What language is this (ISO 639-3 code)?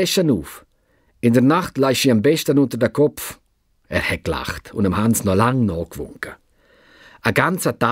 gsw